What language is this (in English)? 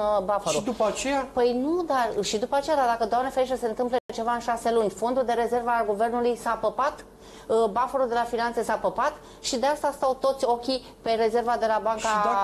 Romanian